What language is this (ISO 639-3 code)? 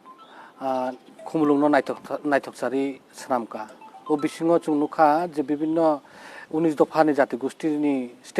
trp